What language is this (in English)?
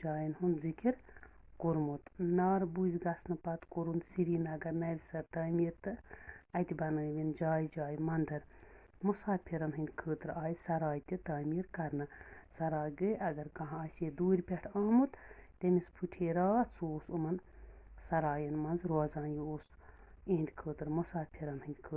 Kashmiri